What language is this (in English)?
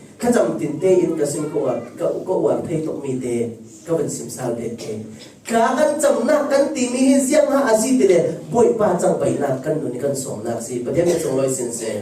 Falam Chin